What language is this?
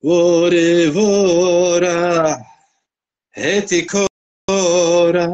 Zaza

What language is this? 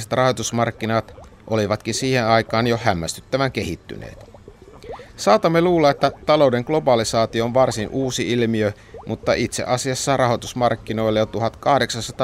Finnish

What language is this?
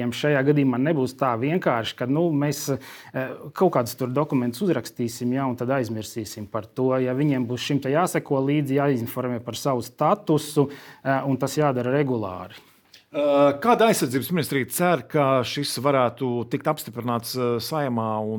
Latvian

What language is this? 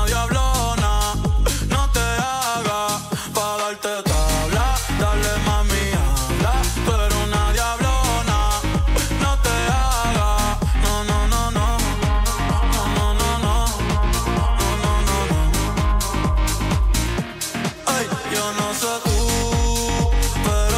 Spanish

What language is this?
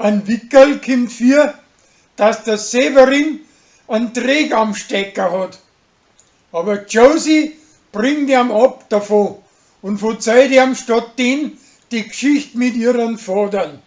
Bavarian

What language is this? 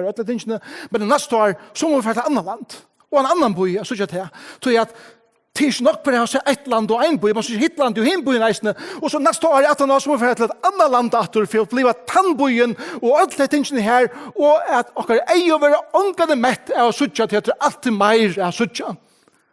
Faroese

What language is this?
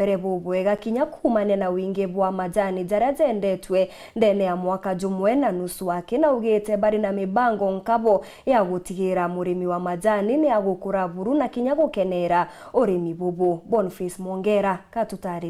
Meru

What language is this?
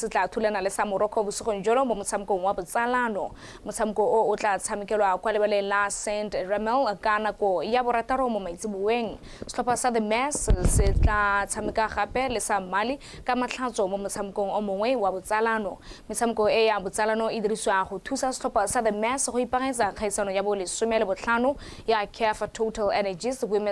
Tswana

